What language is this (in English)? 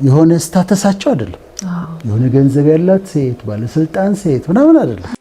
Amharic